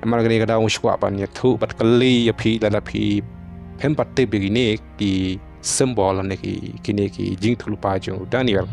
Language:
Khasi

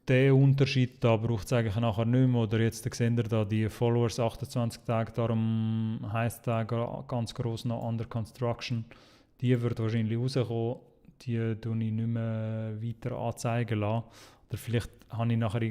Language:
Swiss German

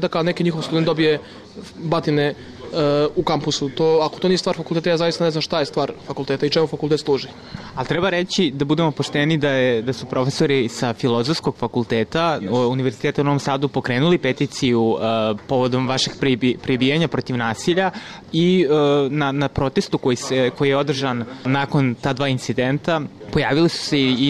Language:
Serbian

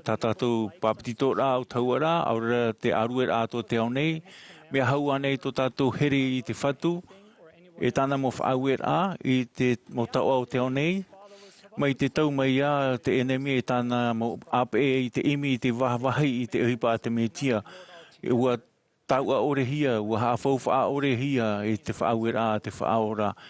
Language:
Tahitian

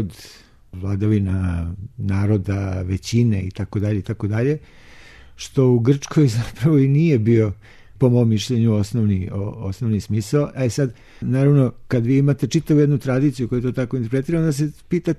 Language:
Serbian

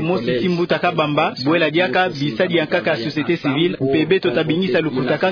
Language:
Kituba (Democratic Republic of Congo)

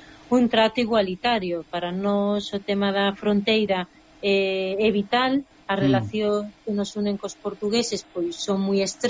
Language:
Galician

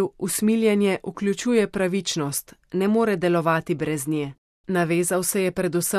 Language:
Slovenian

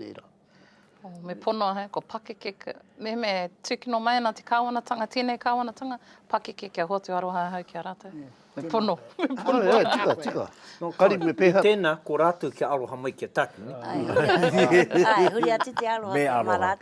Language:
Māori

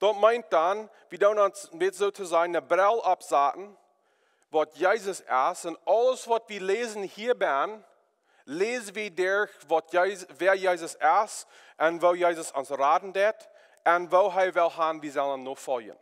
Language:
Plautdietsch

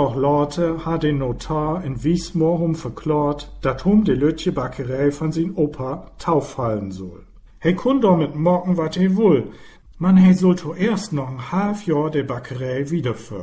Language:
Low German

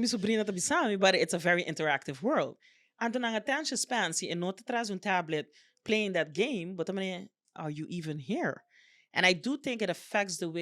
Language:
Papiamento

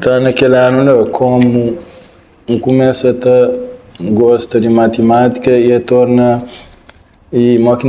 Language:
Kabuverdianu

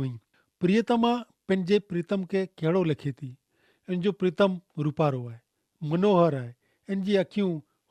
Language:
Kachhi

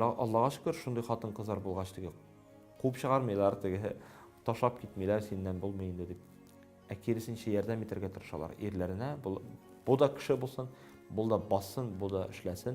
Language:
Tatar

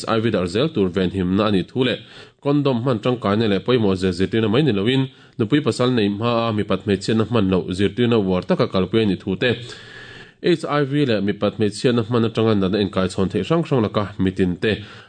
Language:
Mizo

